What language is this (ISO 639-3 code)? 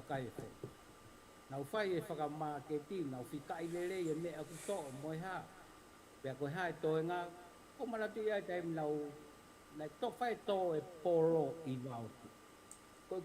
ton